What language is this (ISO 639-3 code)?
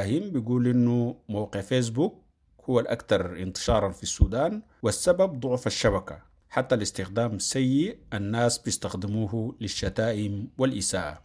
apd